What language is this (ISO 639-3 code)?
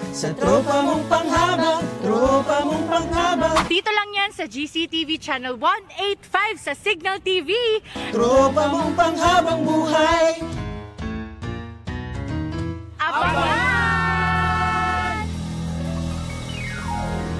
fil